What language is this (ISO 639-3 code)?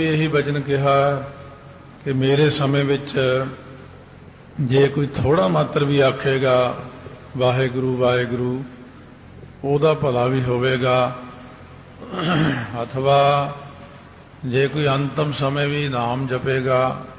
pan